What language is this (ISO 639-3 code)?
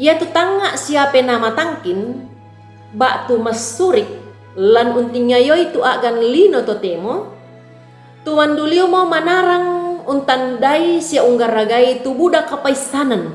sda